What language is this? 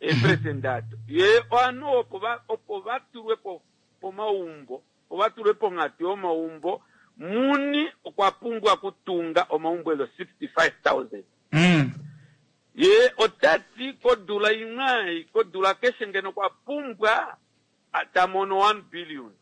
Kuanyama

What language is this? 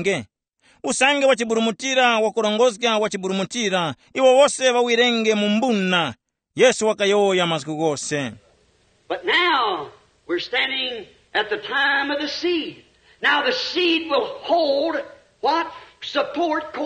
Tumbuka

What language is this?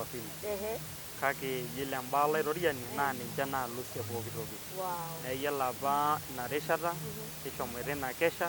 Masai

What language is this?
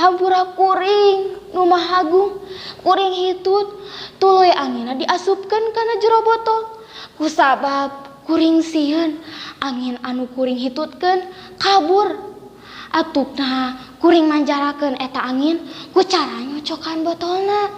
Sundanese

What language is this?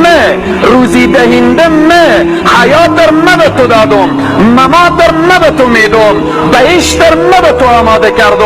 Persian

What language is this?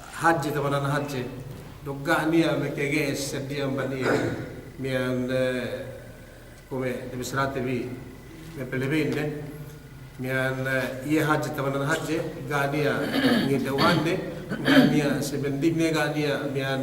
Yakan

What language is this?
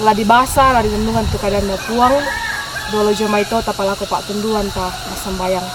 Toraja-Sa'dan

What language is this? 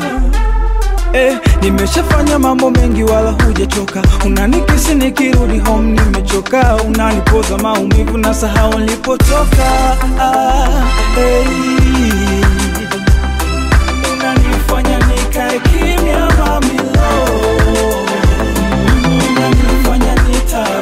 Swahili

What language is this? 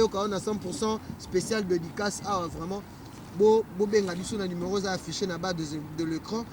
Lingala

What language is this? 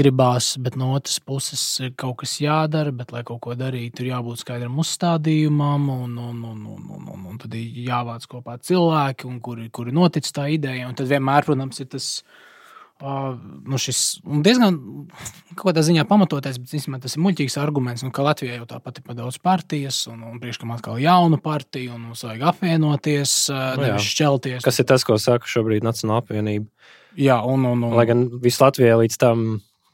Latvian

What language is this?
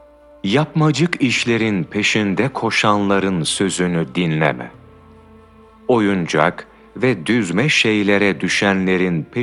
Turkish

